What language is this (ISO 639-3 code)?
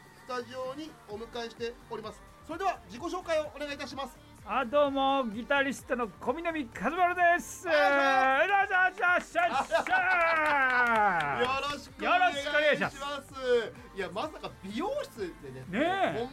jpn